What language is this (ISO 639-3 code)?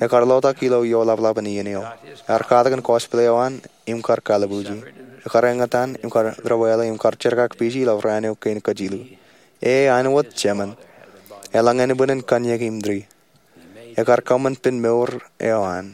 mah